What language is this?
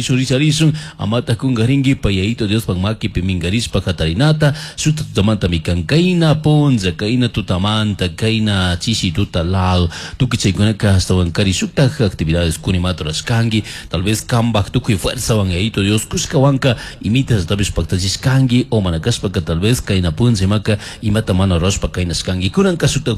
Chimborazo Highland Quichua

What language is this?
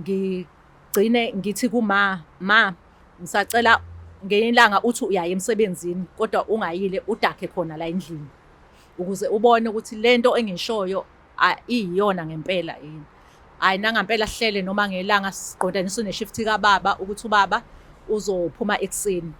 Zulu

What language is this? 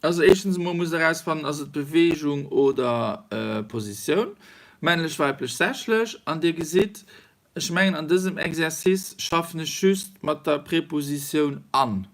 Luxembourgish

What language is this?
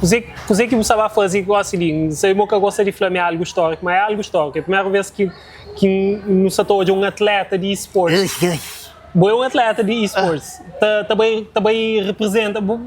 Kabuverdianu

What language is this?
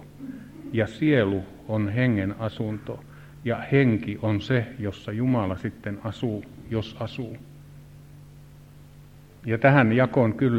Finnish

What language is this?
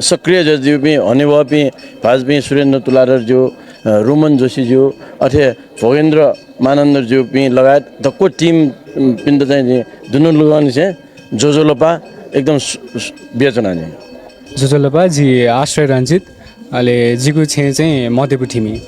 Newari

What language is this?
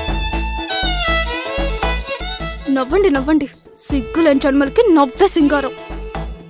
Telugu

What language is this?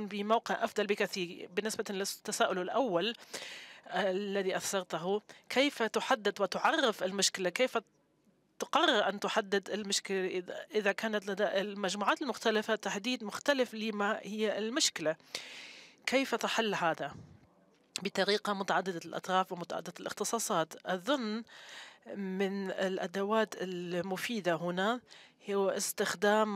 Arabic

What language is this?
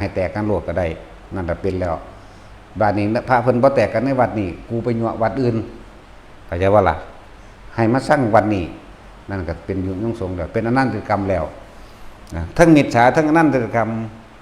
Northeastern Thai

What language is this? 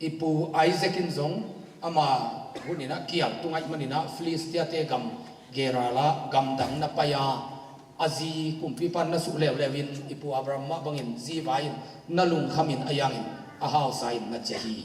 Tedim Chin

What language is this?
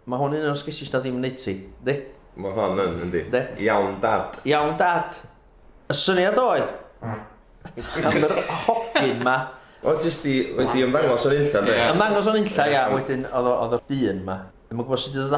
Welsh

